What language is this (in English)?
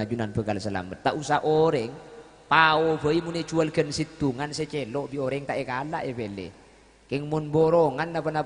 Madurese